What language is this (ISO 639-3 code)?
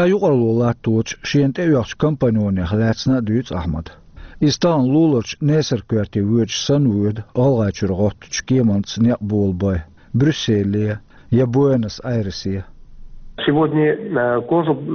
che